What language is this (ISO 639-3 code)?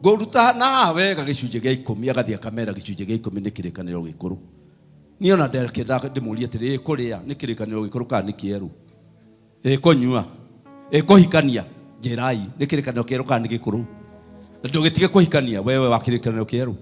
kik